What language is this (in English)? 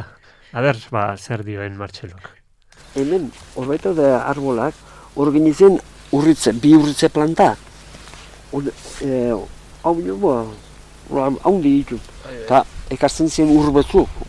Basque